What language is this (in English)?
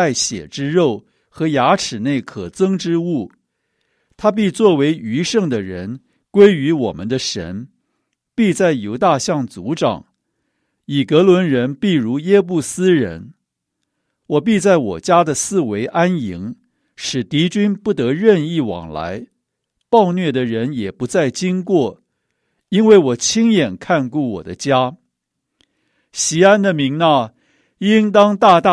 Chinese